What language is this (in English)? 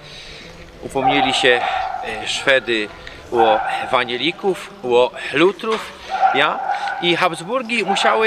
Silesian